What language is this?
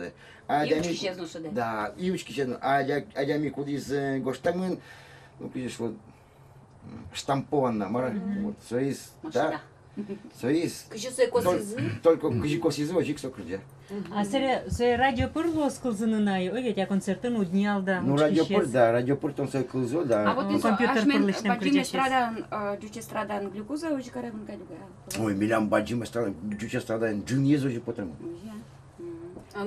Udmurt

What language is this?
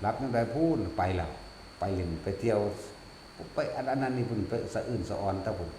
Northeastern Thai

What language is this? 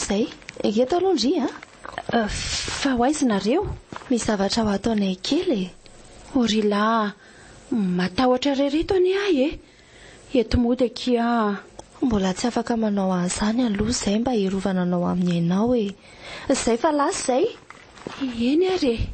Malagasy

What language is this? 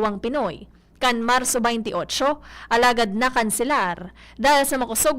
Bikol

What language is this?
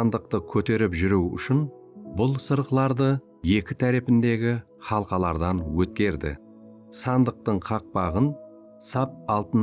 Kara-Kalpak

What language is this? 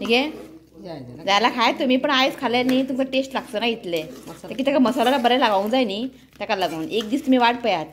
Konkani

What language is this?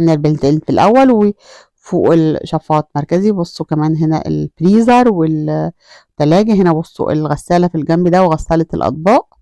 Egyptian Arabic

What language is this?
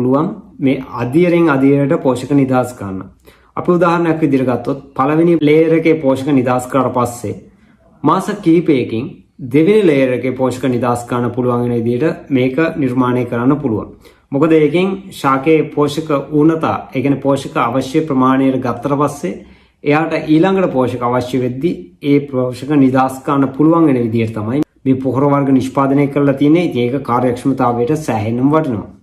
Sinhala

